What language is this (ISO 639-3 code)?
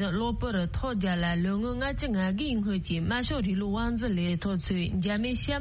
bod